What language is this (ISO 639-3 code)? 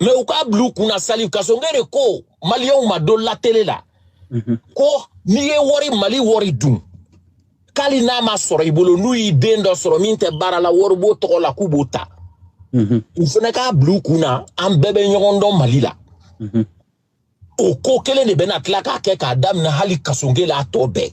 bam